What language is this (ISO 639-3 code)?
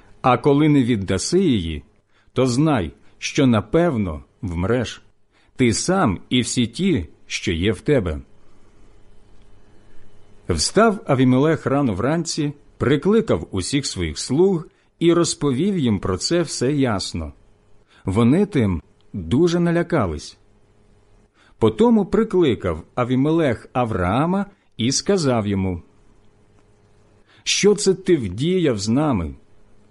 ukr